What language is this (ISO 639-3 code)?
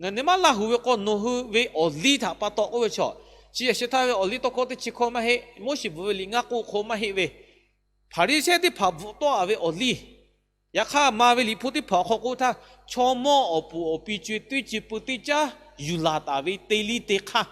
lhu